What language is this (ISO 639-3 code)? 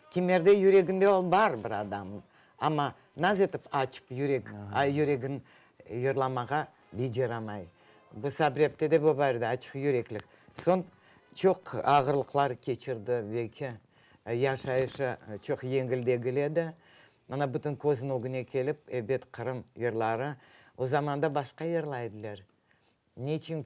crh